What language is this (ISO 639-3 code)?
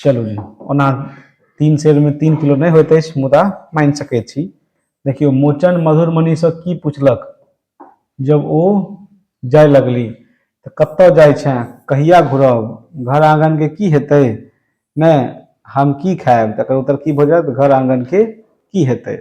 mai